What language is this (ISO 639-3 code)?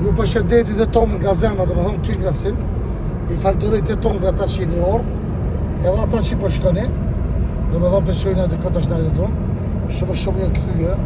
sqi